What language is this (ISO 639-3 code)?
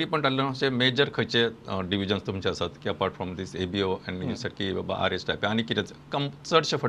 kok